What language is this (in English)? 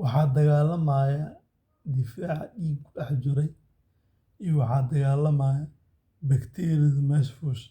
Somali